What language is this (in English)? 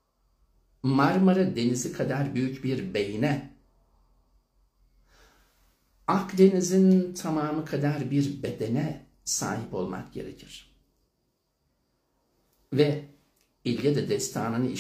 Turkish